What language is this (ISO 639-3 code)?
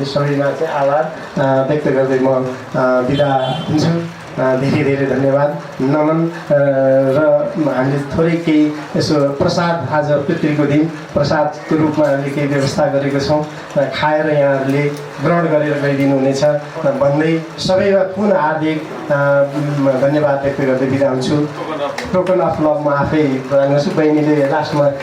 nep